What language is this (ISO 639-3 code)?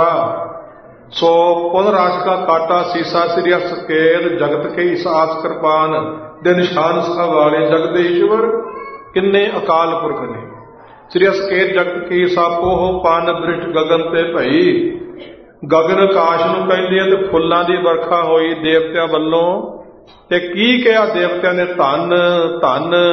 pan